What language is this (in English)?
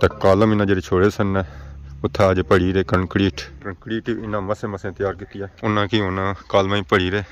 Pahari-Potwari